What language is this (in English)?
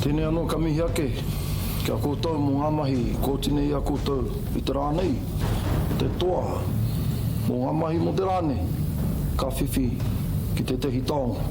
Māori